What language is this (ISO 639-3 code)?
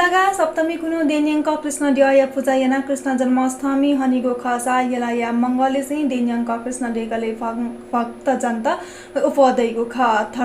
new